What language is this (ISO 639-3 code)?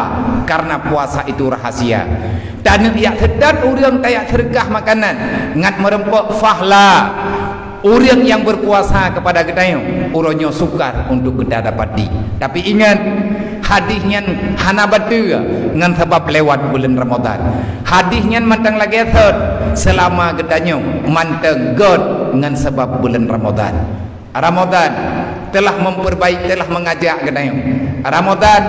ace